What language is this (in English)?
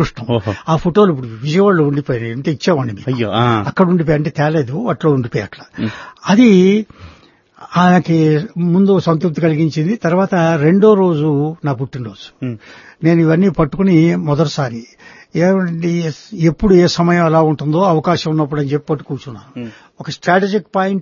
Telugu